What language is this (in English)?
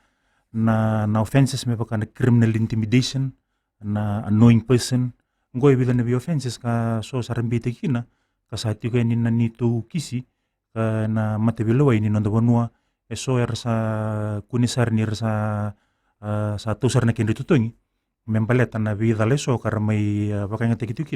Fijian